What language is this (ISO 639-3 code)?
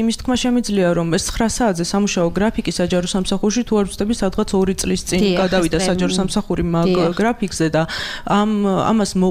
kat